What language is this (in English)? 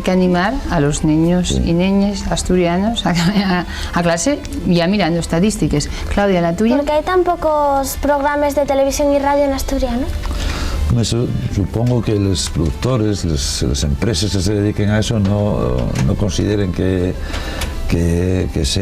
Asturian